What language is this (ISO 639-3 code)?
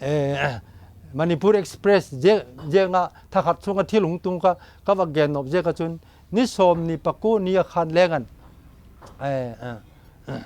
vap